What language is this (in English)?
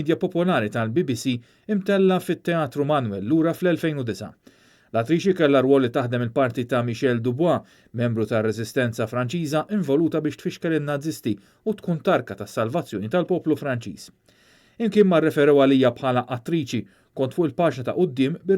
Maltese